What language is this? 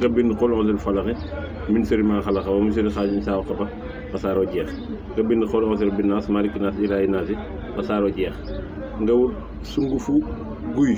Wolof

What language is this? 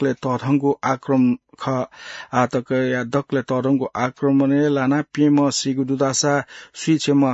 Newari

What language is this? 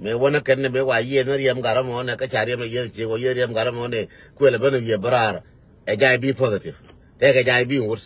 Nuer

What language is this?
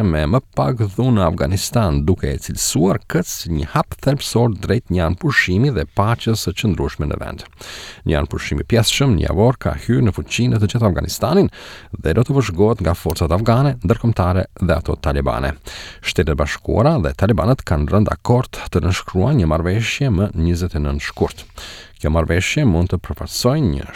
Albanian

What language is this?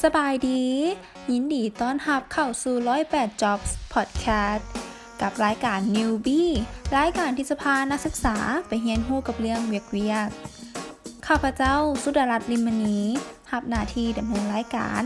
Lao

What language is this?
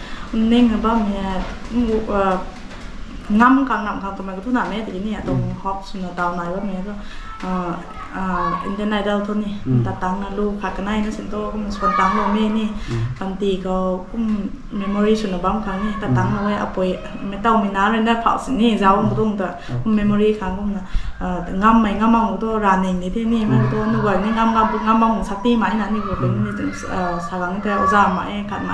Rongmei Naga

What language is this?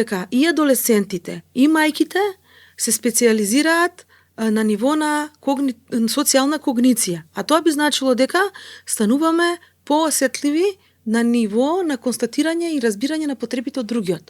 Macedonian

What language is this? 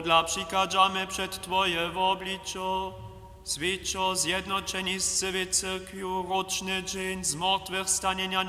Upper Sorbian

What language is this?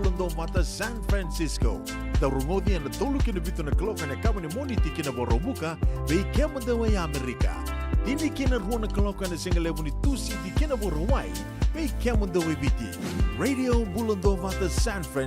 Fijian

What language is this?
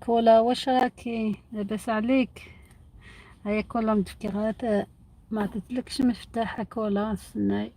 Algerian Arabic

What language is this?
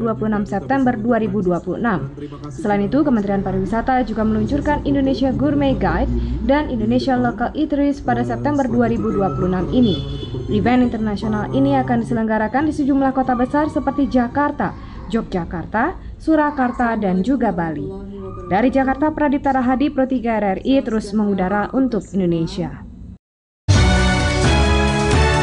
Indonesian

